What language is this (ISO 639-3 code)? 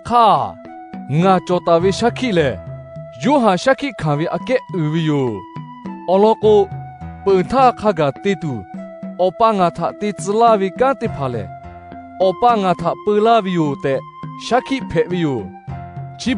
lhu